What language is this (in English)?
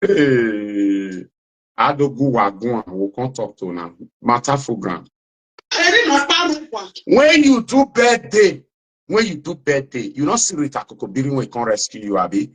Nigerian Pidgin